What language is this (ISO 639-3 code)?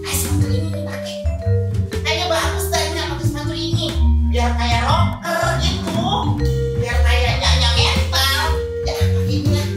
bew